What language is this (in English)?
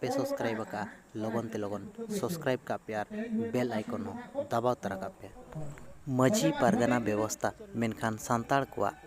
Santali